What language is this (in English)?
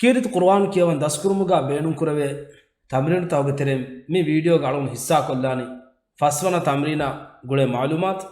Divehi